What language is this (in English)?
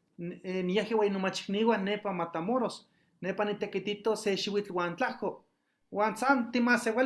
Eastern Huasteca Nahuatl